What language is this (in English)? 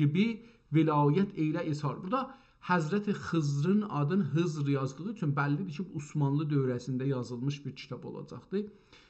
South Azerbaijani